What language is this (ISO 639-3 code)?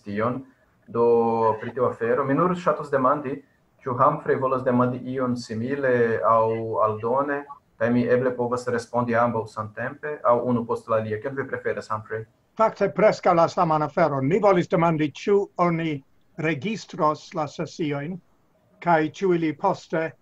epo